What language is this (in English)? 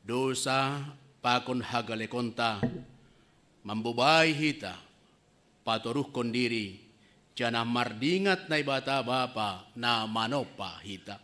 Batak Simalungun